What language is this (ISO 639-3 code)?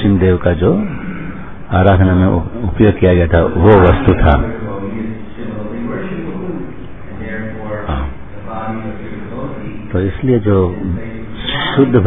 hin